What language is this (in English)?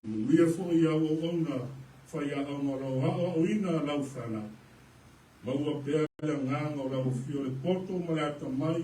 Samoan